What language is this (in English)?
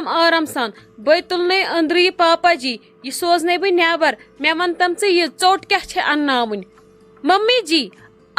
Kashmiri